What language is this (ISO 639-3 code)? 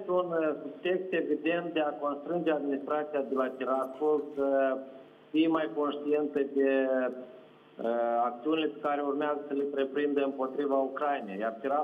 ron